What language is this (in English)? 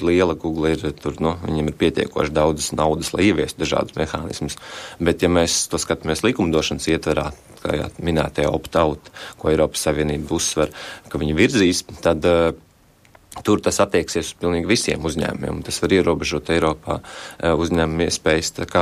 Latvian